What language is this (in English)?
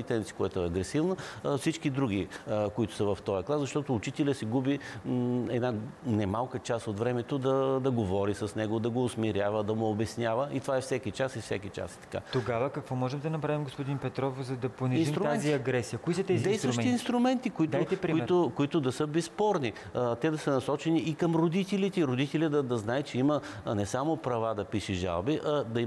Bulgarian